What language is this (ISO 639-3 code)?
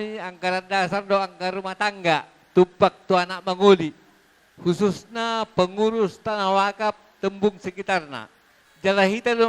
bbc